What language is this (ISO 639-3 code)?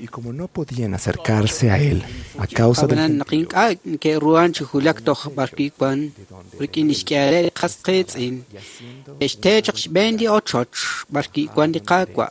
kek